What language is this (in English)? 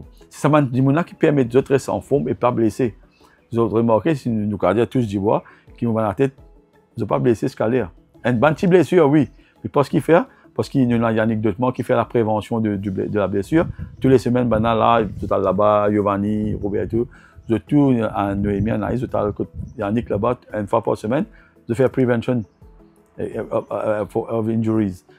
Morisyen